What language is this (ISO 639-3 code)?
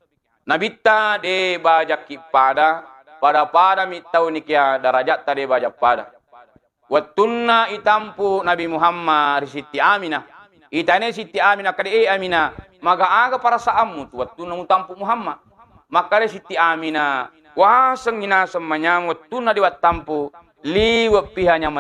bug